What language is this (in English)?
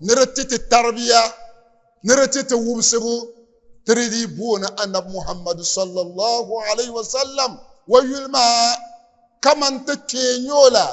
Dagbani